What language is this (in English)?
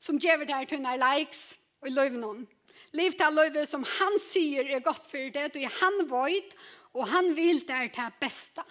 Faroese